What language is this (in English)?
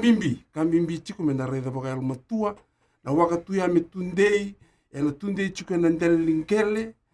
Fijian